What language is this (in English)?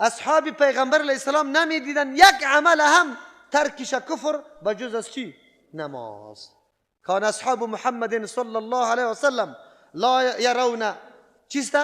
Persian